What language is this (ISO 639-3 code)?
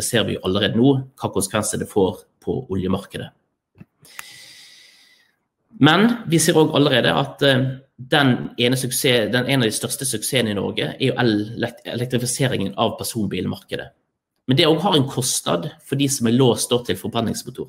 nor